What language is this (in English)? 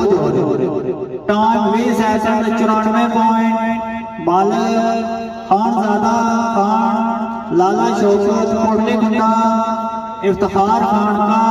Pahari-Potwari